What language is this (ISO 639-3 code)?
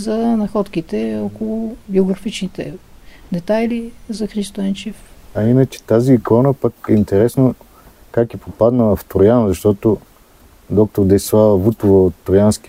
bul